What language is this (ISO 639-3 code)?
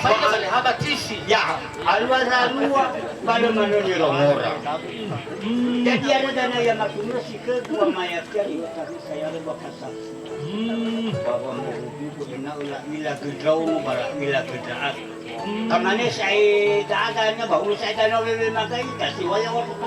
nia